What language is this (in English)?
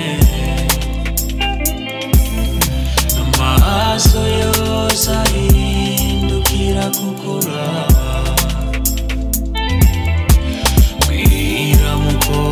Rundi